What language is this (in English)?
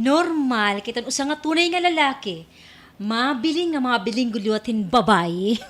Waray